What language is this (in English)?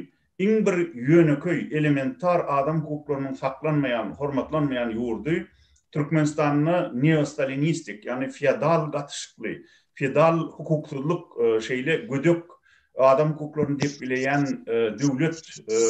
Turkmen